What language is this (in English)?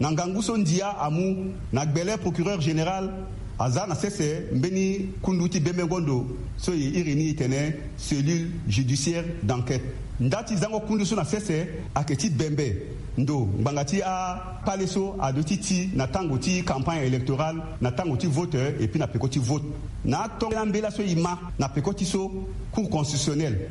Sango